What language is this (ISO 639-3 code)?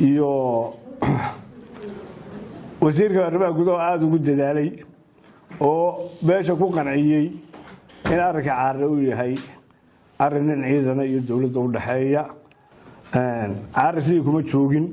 som